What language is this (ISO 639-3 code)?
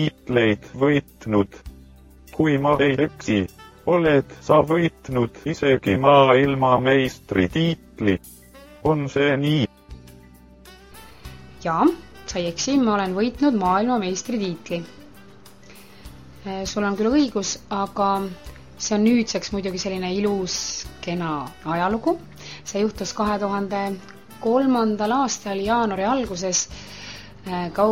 est